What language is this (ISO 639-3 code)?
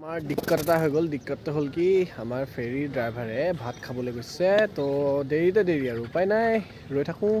asm